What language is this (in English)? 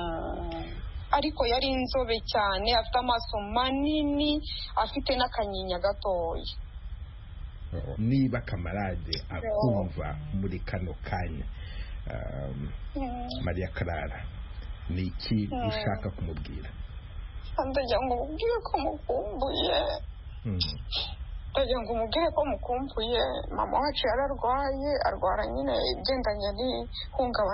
Kinyarwanda